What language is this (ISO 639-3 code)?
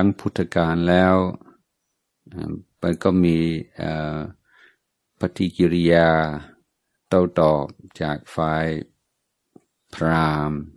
tha